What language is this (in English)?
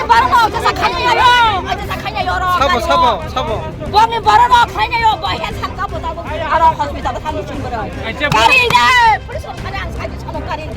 Kok Borok